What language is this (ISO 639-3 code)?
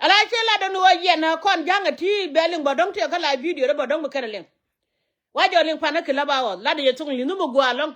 nus